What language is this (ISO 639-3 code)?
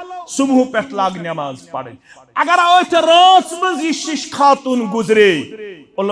kas